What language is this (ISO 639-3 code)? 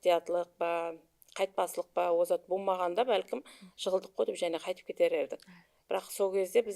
kaa